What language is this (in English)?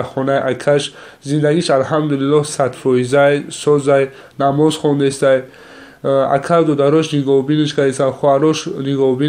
Tajik